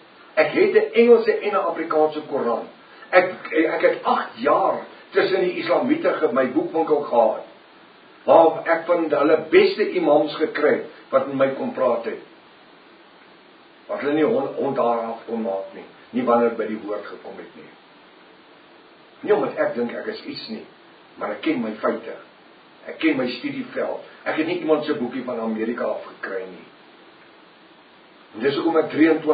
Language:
Afrikaans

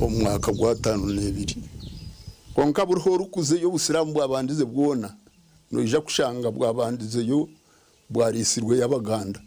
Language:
Nyankole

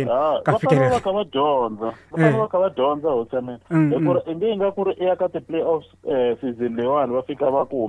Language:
Tsonga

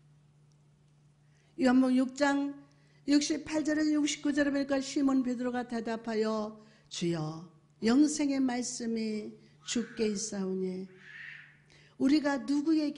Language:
Korean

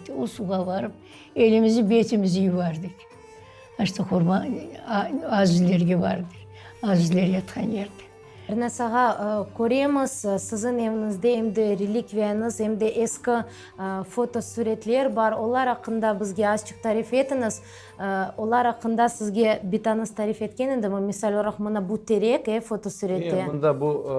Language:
Crimean Tatar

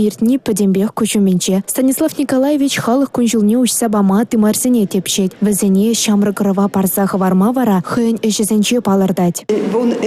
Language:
Chuvash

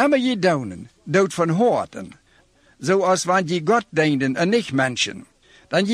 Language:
Plautdietsch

